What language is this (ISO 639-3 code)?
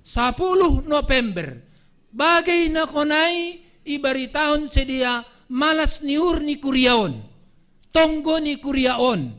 bts